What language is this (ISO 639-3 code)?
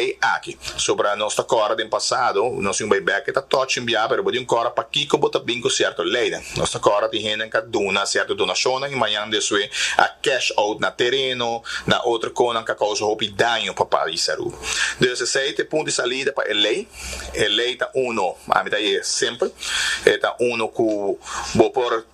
pap